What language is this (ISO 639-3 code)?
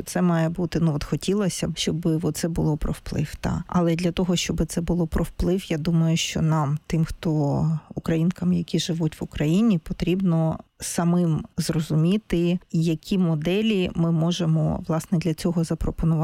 ukr